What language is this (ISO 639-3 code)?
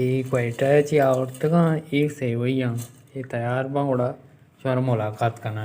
bal